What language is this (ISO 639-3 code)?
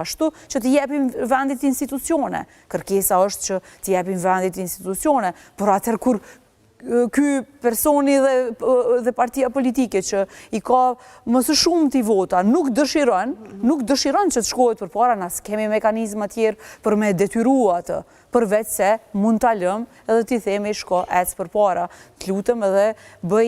sqi